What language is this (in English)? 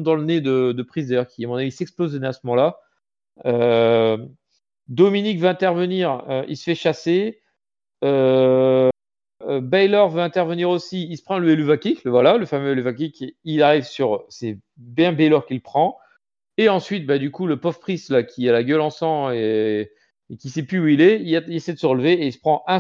French